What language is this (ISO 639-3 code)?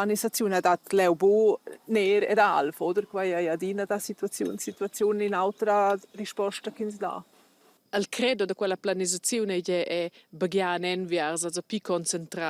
roh